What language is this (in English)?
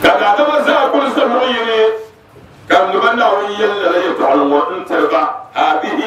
Dagbani